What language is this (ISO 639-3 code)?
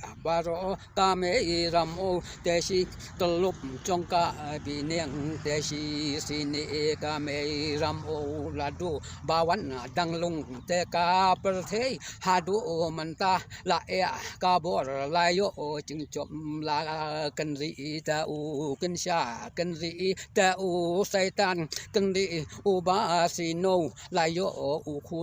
kha